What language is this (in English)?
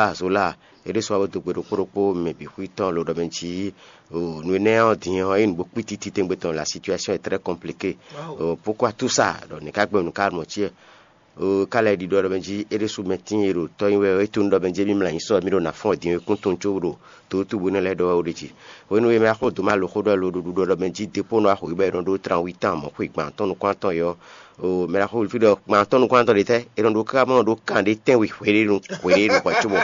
Fon